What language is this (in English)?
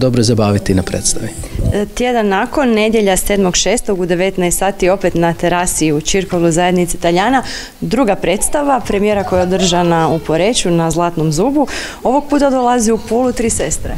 Croatian